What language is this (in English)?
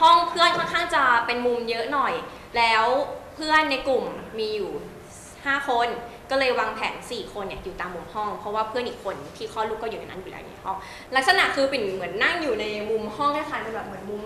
Thai